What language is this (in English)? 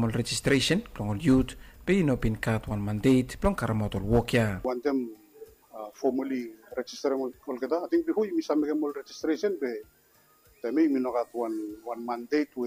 Bislama